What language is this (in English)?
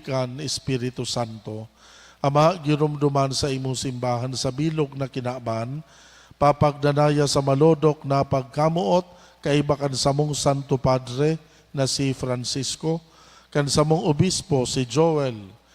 Bikol